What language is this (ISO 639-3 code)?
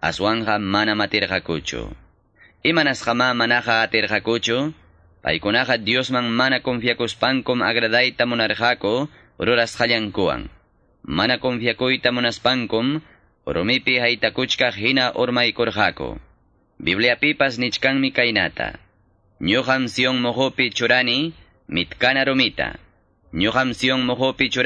que